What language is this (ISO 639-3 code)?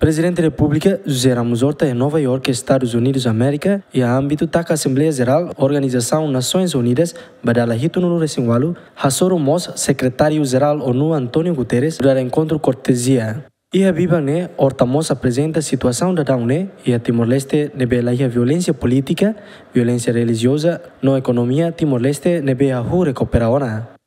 tet